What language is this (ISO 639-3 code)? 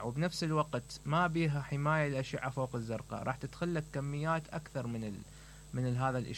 acm